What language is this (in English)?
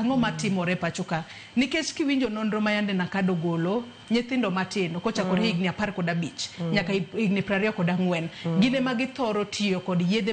Luo (Kenya and Tanzania)